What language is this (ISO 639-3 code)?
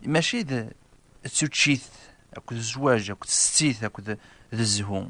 kab